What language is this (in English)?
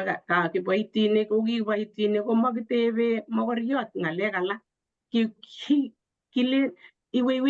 Kalenjin